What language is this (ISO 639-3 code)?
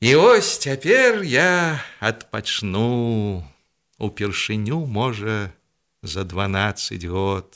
bel